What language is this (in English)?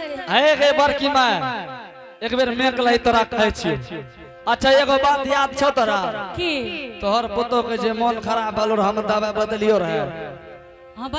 Angika